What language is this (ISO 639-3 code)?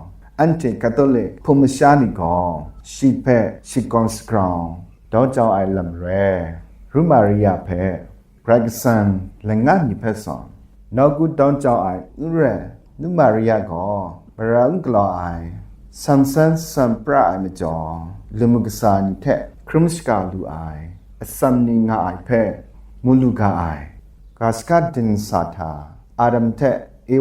kac